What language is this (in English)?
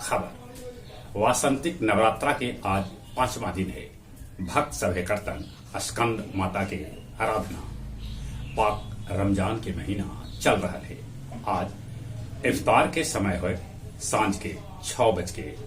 Magahi